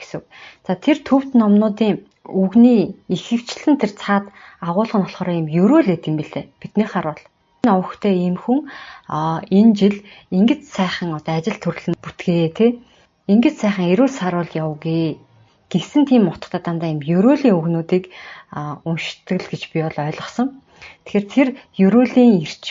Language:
Mongolian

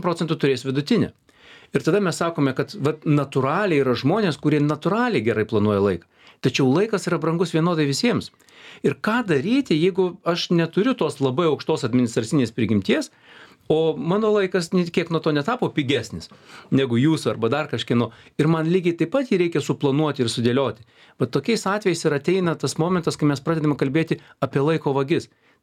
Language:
Lithuanian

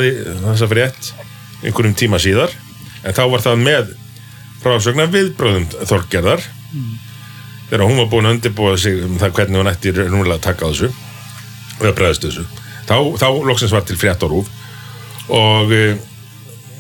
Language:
Icelandic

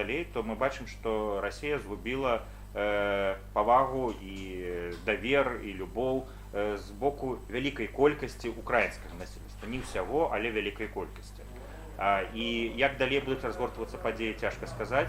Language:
Belarusian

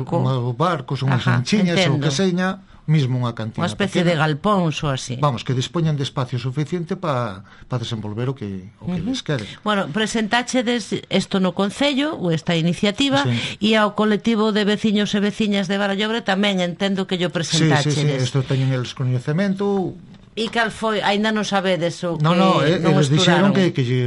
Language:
Galician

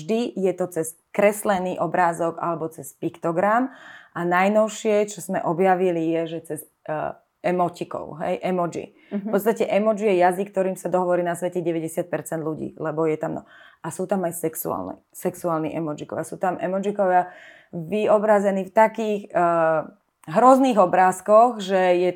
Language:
Slovak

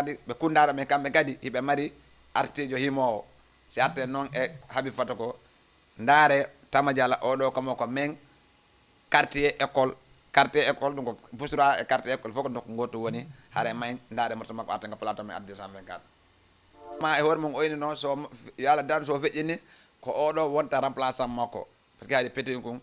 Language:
Fula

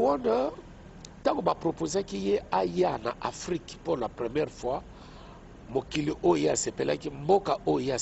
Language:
Lingala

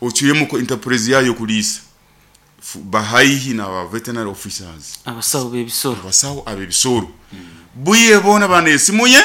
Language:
Nyoro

